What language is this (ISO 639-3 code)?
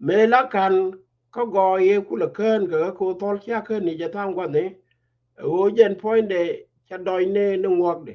nus